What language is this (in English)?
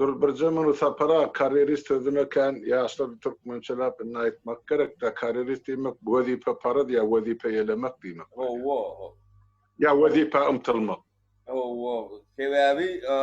Turkmen